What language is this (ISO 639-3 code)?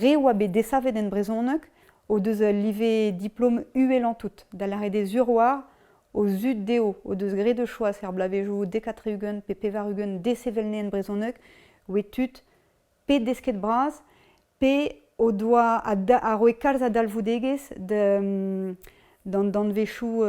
bre